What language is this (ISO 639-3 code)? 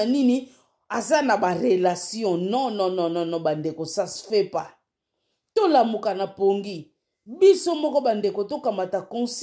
lin